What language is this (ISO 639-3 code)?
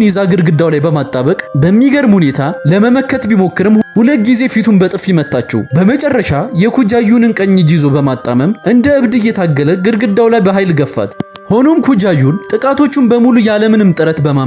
amh